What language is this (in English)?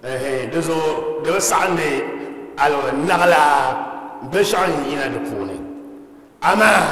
Dagbani